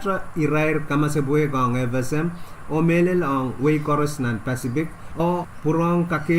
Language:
Pohnpeian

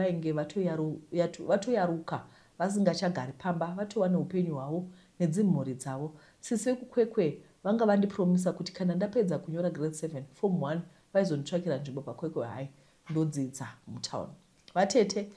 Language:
Shona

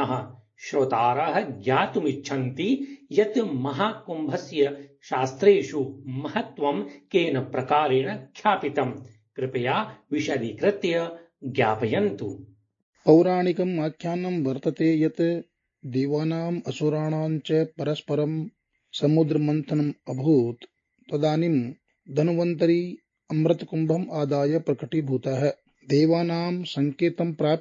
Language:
Sanskrit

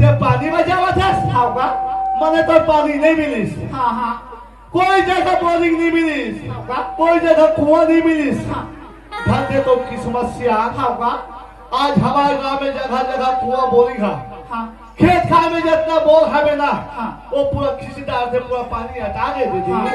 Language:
Chhattisgarhi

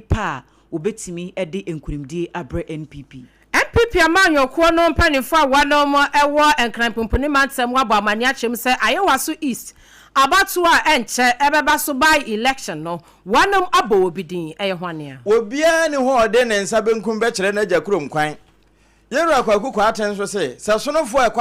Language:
Akan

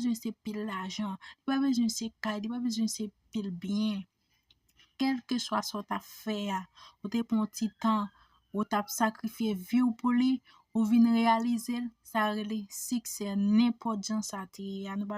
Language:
Haitian Creole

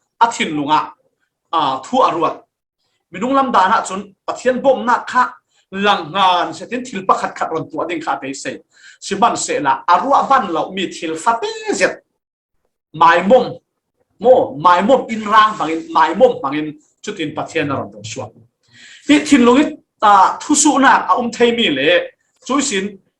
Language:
Falam Chin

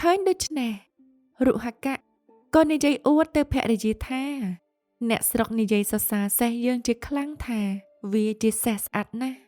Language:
Khmer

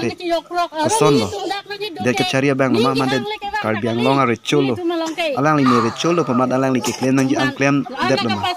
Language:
Karbi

